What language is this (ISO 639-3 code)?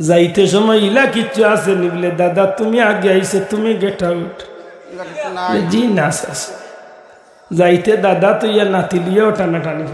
syl